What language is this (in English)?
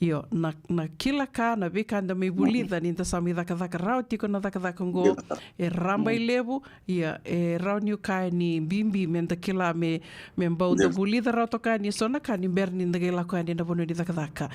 Fijian